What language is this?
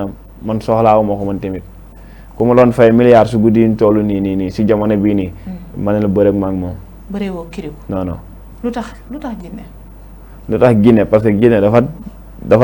Wolof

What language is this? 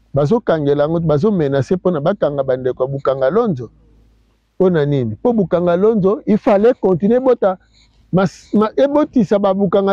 Lingala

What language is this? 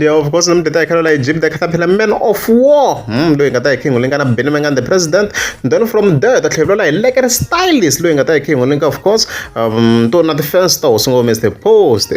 Tsonga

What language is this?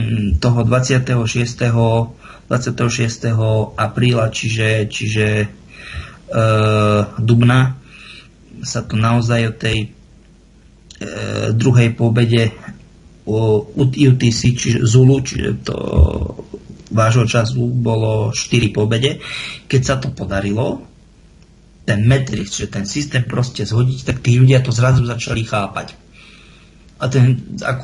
Slovak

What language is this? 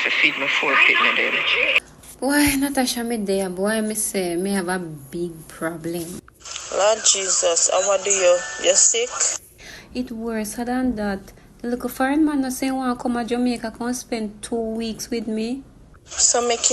Jamaican Creole English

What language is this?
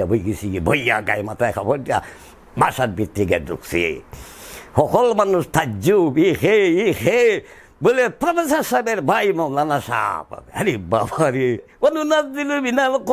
Sylheti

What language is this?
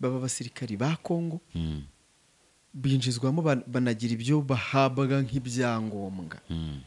Kinyarwanda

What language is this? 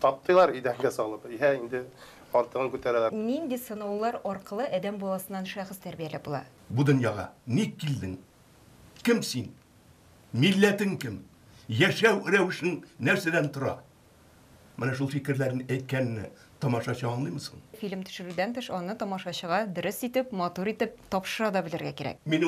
Tatar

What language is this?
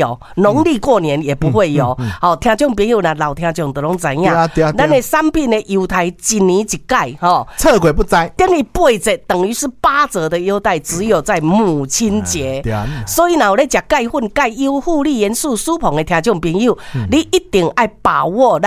Min Nan Chinese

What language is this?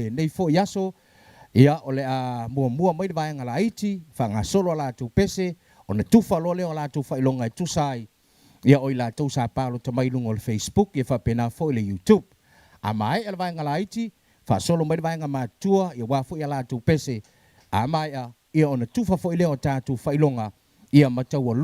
Samoan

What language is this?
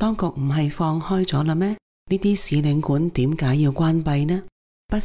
Cantonese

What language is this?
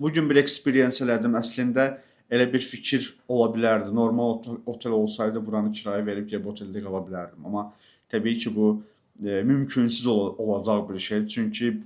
Azerbaijani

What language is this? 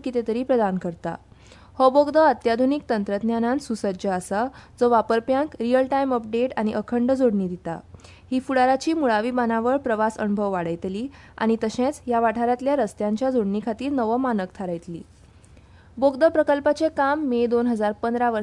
Konkani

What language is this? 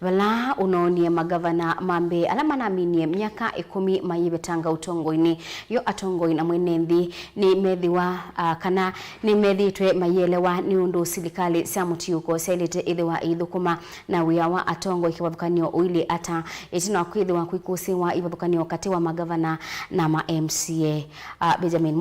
Kamba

